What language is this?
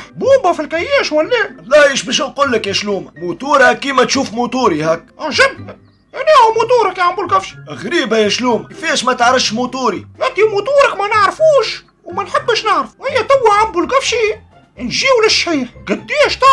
Tunisian Arabic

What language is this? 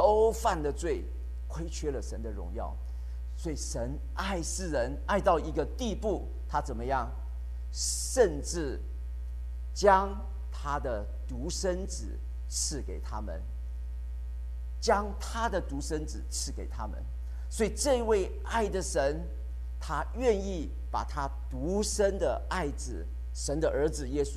Chinese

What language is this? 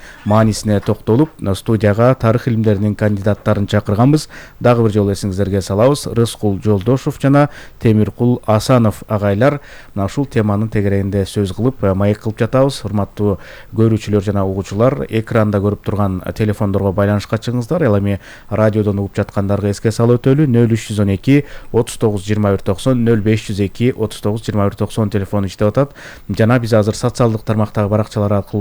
Kyrgyz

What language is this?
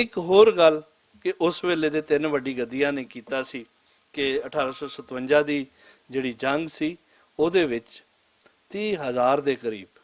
Western Panjabi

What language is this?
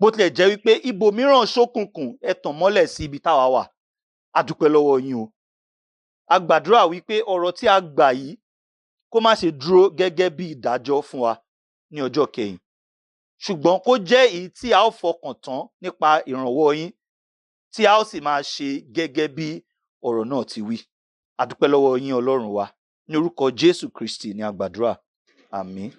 Yoruba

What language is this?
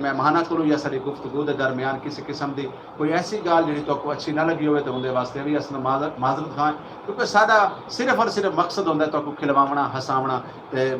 Saraiki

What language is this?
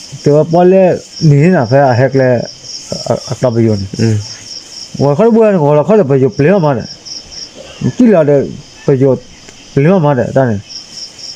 S'gaw Karen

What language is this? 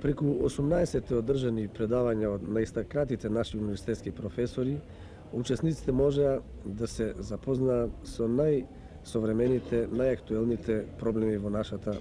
Macedonian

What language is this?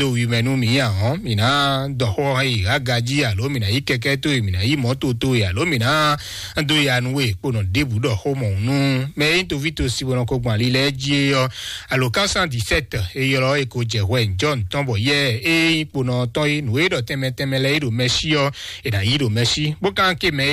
Fon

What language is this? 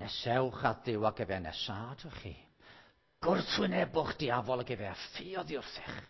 Welsh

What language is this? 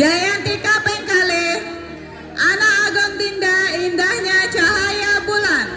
Balinese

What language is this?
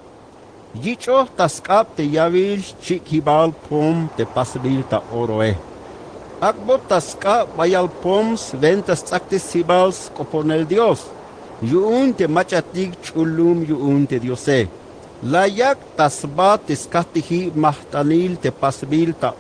Tzeltal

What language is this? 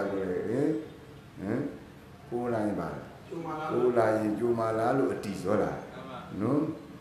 Burmese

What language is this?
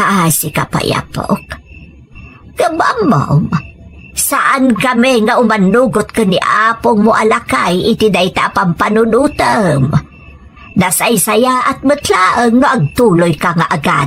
Iloko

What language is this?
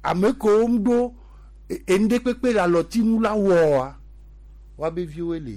Gen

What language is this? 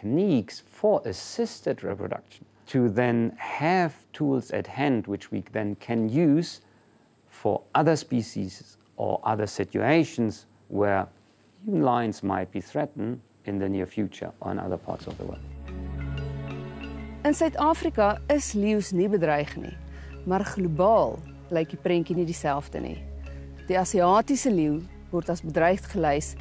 Afrikaans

